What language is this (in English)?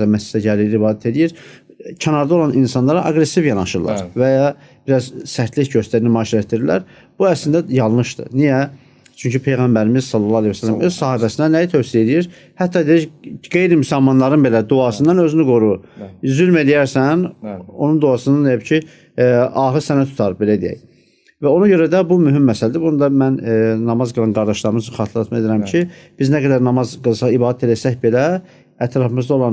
Azerbaijani